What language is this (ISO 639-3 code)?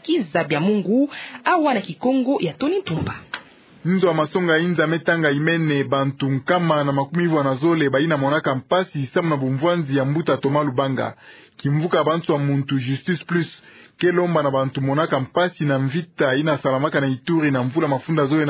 ktu